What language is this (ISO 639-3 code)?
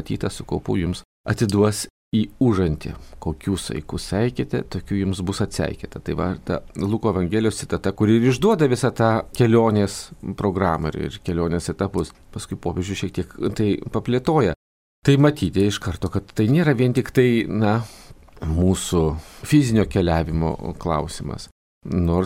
lit